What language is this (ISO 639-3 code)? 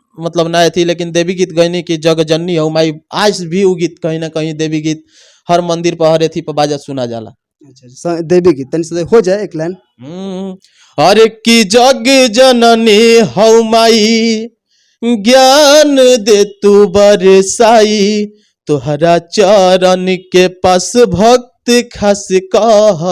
bho